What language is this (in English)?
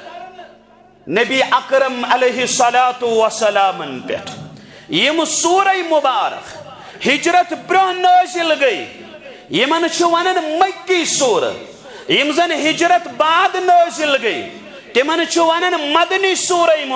Kashmiri